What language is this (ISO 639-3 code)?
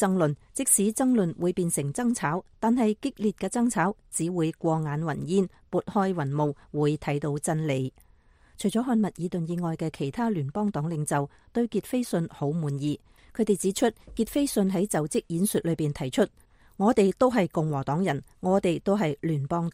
yue